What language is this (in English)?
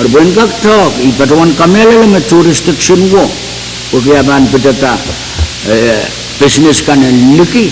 Pohnpeian